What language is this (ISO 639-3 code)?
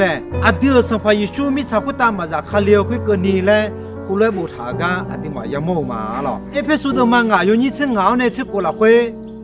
ahk